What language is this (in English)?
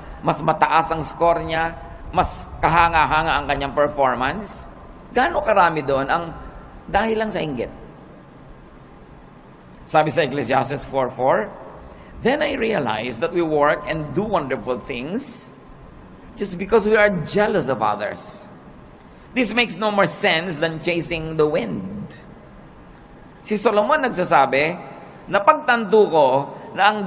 Filipino